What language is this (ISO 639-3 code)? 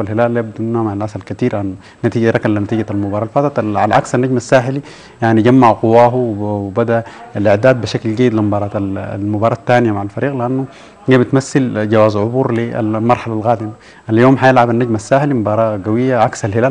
apd